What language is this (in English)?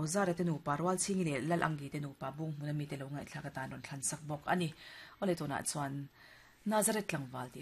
Mizo